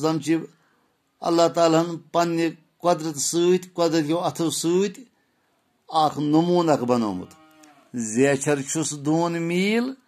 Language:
Kashmiri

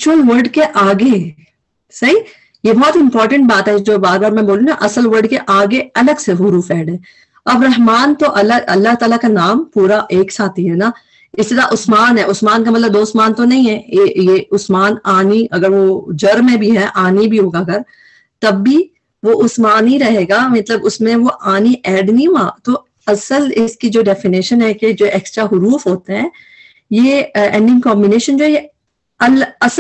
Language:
Urdu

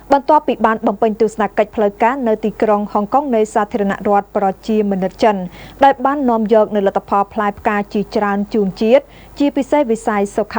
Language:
Khmer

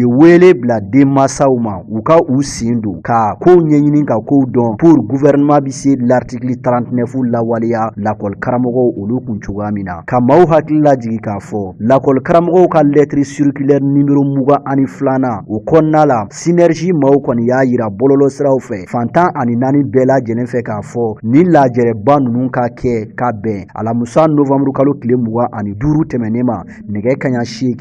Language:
Bambara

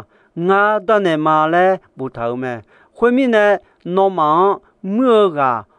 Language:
Akha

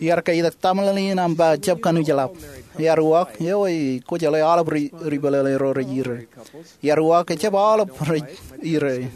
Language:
Marshallese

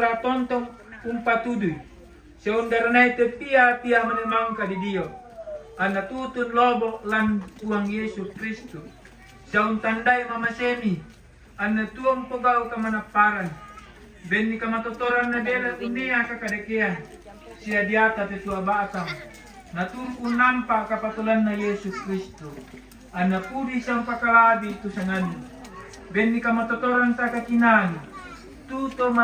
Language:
Toraja-Sa'dan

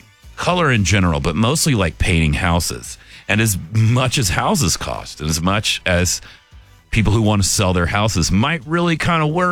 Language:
English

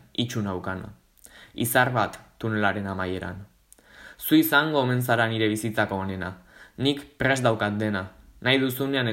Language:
Basque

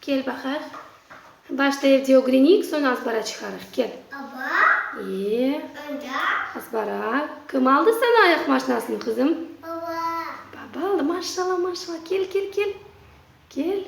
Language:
Crimean Tatar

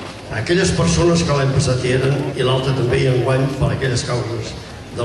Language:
Catalan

